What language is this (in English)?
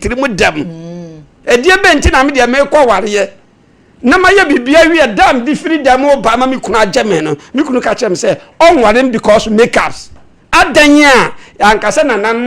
Akan